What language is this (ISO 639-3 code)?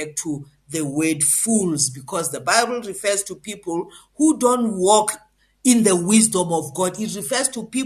eng